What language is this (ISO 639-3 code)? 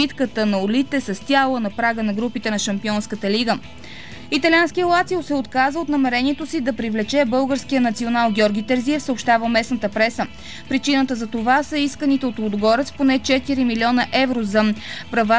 bul